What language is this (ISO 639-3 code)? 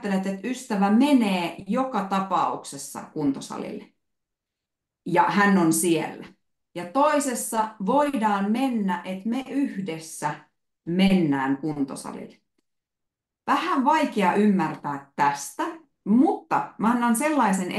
fin